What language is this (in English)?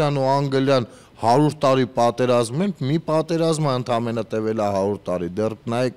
Armenian